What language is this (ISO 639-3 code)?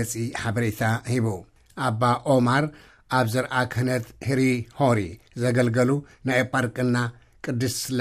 tir